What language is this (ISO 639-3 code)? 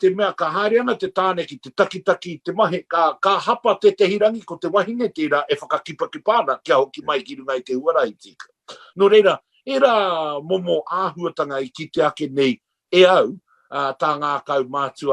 mri